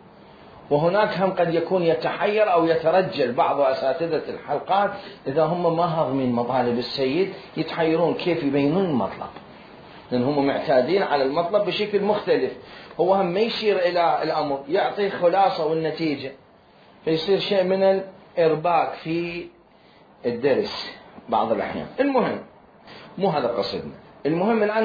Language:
Mesopotamian Arabic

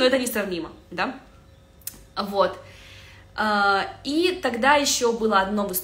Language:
Russian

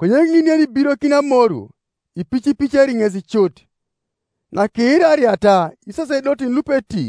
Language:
Teso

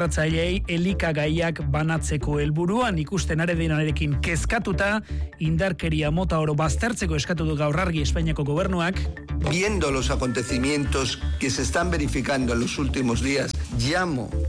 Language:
Basque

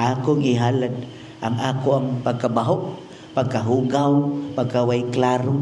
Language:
Cebuano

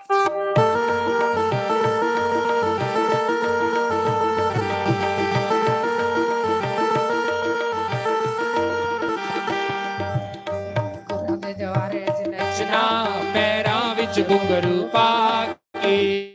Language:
Dogri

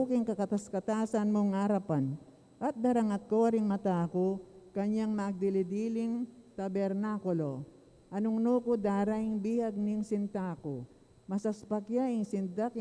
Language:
Pampanga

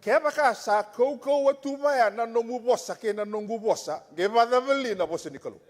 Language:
Fijian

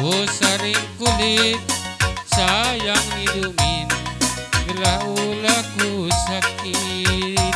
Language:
Batak Karo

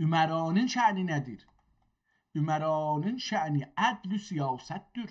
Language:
South Azerbaijani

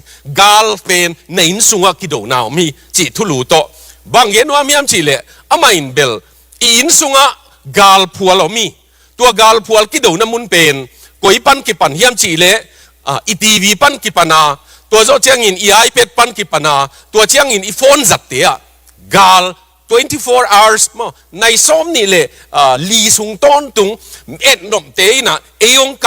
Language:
Tedim Chin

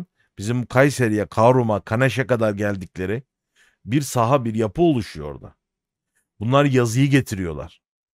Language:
Turkish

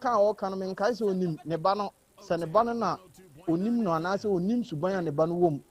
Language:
Akan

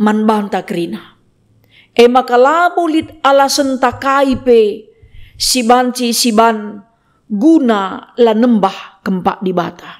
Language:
Batak Karo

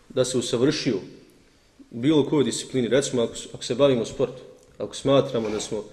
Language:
Bosnian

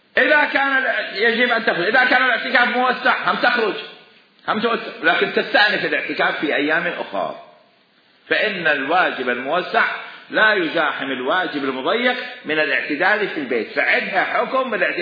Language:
Mesopotamian Arabic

